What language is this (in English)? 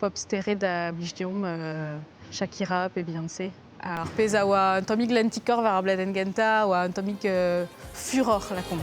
Breton